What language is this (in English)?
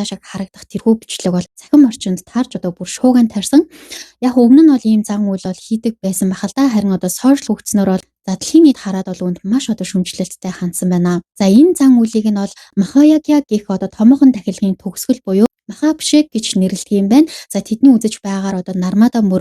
Mongolian